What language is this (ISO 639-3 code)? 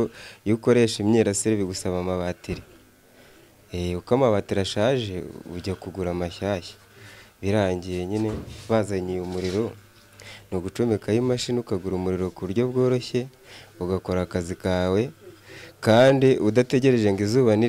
kin